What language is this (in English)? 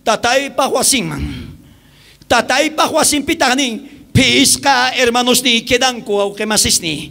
South Bolivian Quechua